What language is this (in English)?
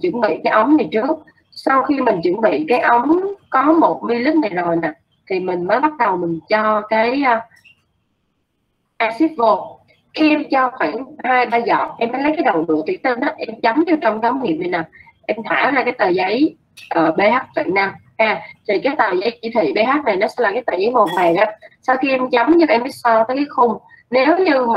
Vietnamese